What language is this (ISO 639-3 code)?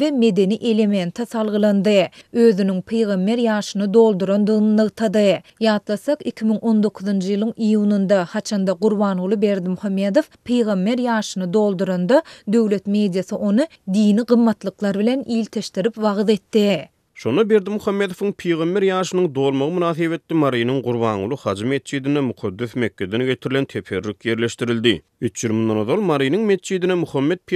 tuk